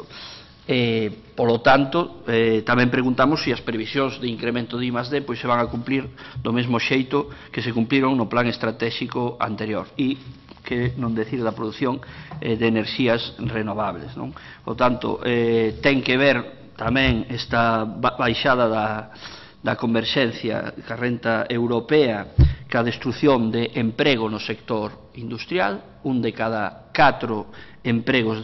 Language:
Galician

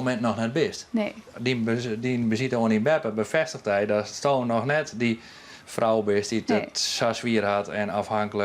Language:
Western Frisian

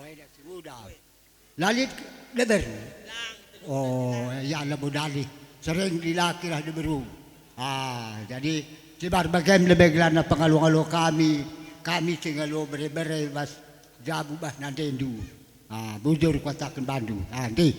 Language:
Batak Karo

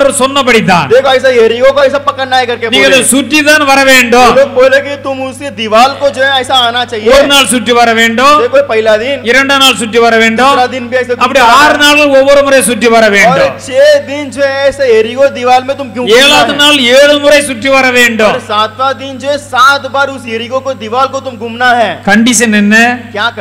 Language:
Tamil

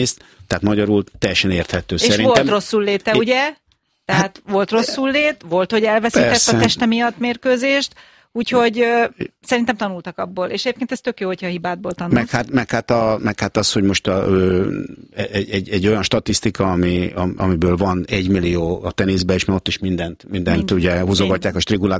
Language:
Hungarian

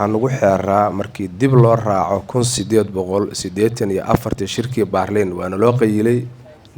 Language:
Somali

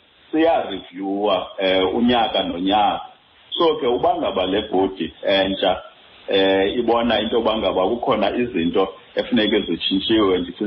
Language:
Xhosa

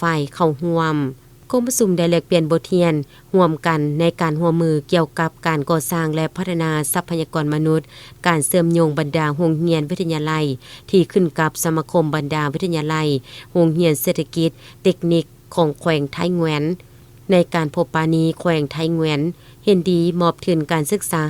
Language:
Lao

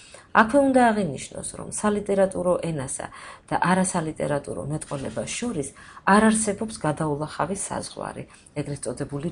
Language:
Georgian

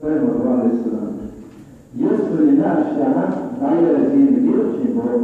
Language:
Chechen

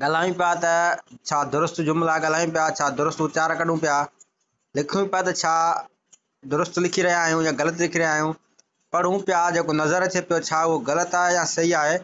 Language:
Sindhi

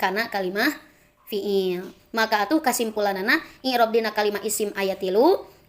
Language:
Sundanese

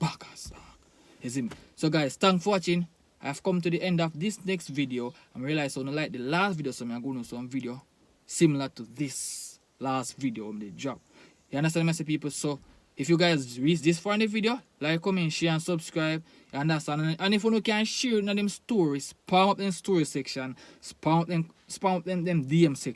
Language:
Jamaican Creole English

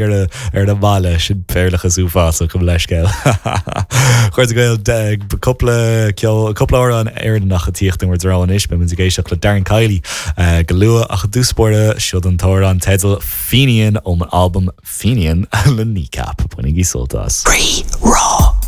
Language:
Irish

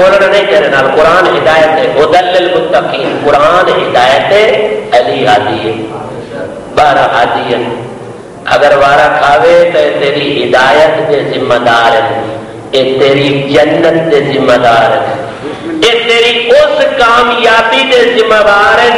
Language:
Urdu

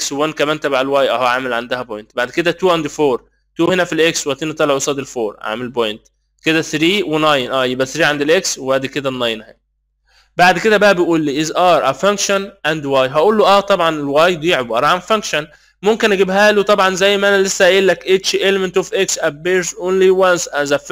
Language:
Egyptian Arabic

